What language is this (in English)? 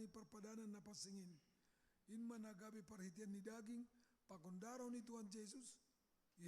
Batak Simalungun